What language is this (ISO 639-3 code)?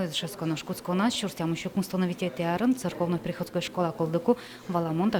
udm